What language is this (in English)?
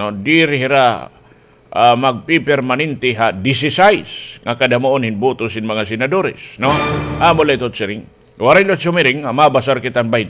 Waray